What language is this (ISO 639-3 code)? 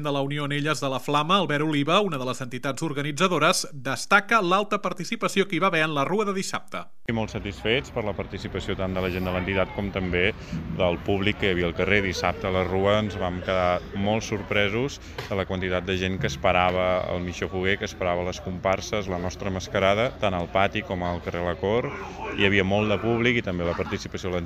cat